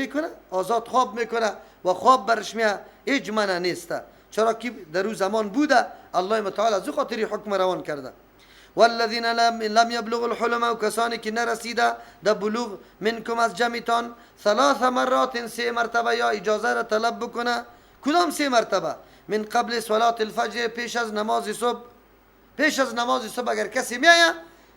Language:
Persian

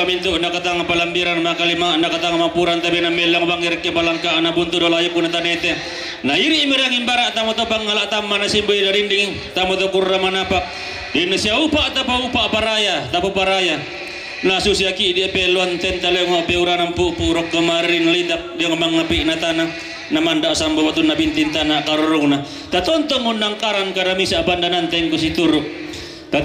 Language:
Toraja-Sa'dan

